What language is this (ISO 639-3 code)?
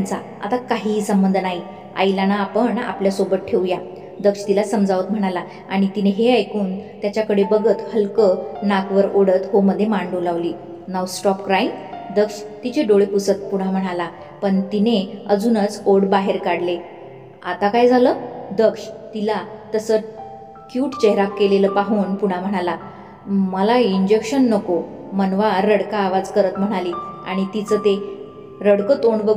mar